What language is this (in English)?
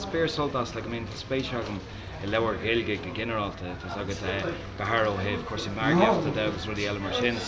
Irish